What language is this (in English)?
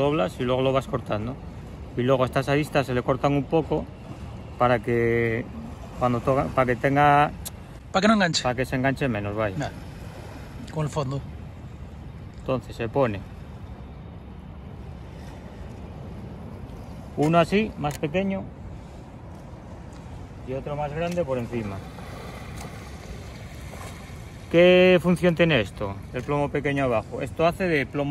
Spanish